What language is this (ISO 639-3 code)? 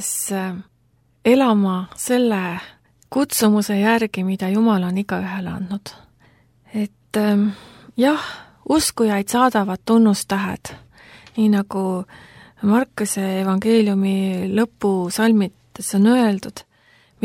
est